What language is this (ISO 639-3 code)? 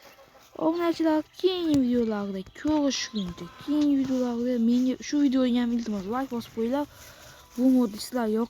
uzb